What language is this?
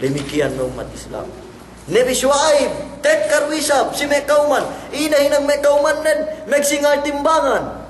Yakan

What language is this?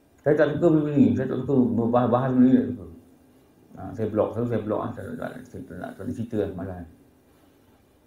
Malay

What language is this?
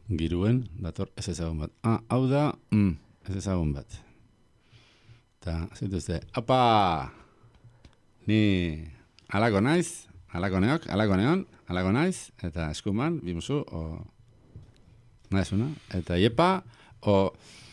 Basque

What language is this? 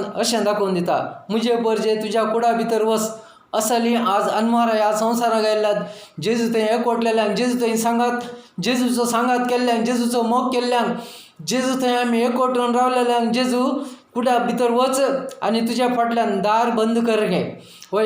Konkani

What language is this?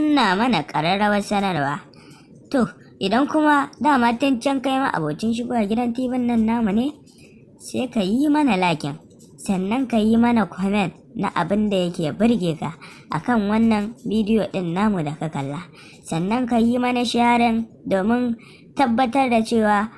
Hausa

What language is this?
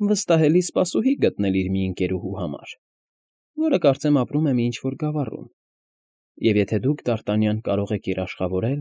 Armenian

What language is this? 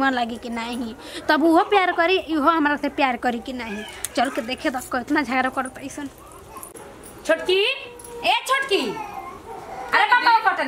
Bhojpuri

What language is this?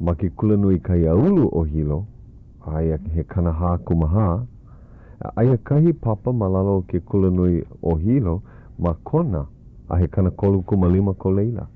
Hawaiian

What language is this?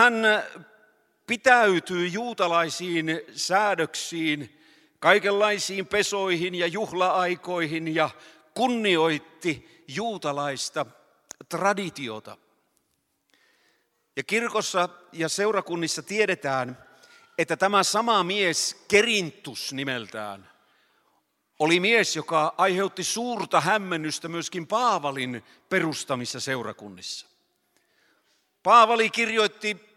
Finnish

